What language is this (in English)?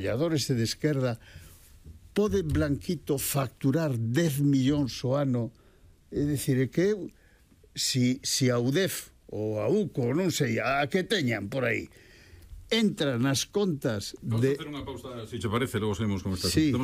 Galician